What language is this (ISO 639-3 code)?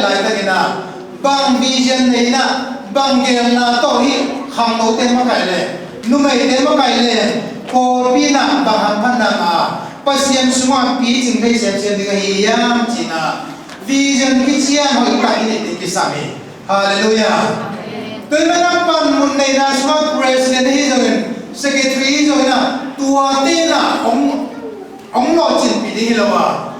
ctd